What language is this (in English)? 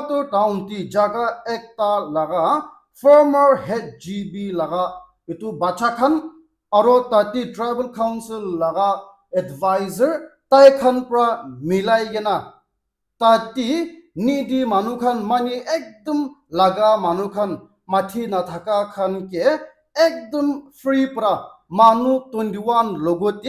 Naga Pidgin